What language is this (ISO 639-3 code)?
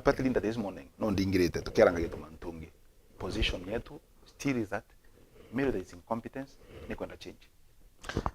mer